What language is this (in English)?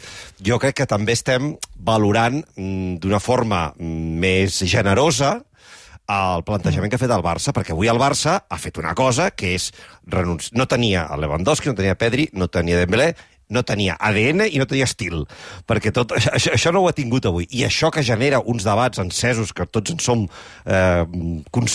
Catalan